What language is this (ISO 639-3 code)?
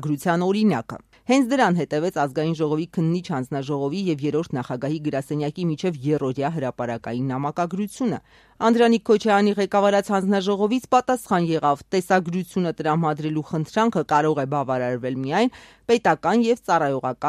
hye